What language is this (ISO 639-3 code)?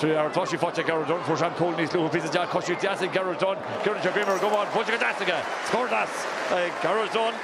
gle